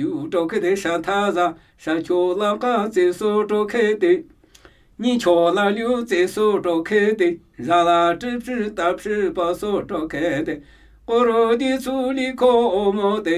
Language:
Namuyi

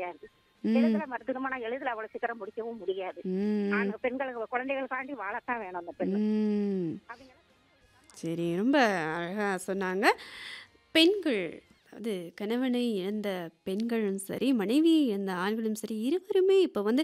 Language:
Tamil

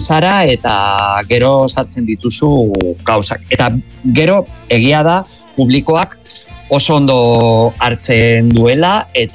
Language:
Basque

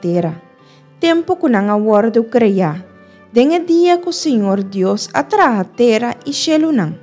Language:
Papiamento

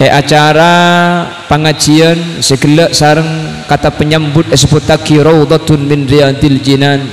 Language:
Madurese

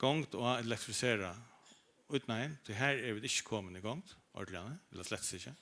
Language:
Faroese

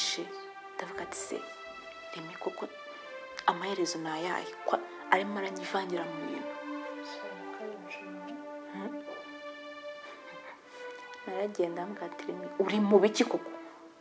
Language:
Kinyarwanda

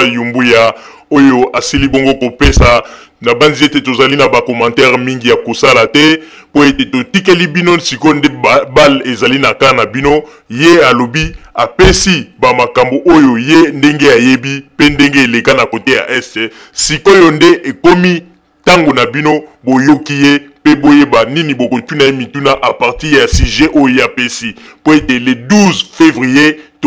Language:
Lingala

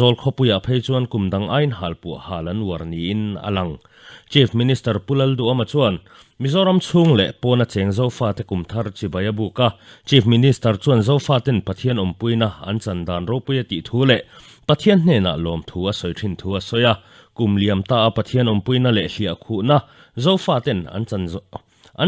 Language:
Mizo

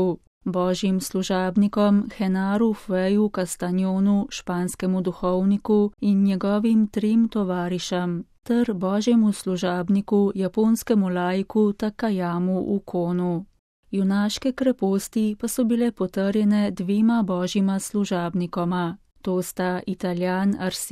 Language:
Slovenian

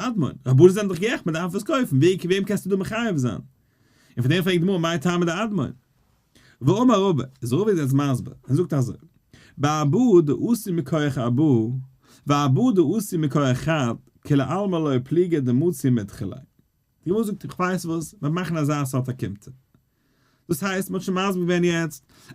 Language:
Yiddish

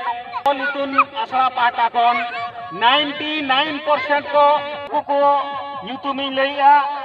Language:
Santali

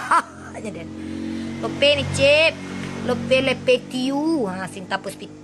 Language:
Minangkabau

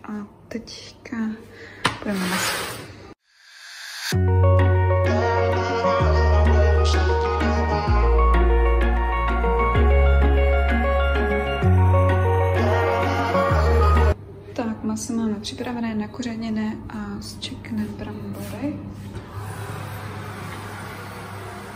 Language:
Czech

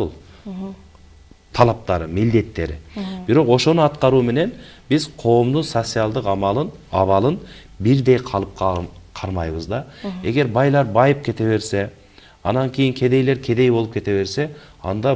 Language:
Kyrgyz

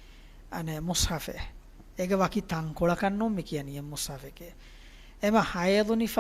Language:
Divehi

